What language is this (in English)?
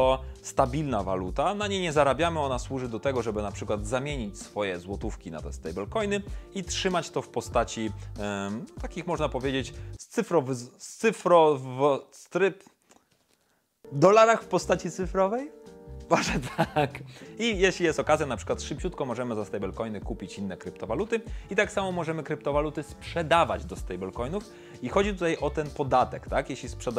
Polish